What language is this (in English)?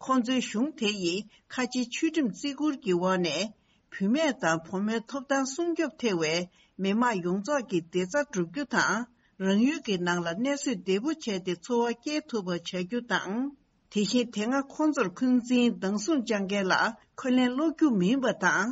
Tibetan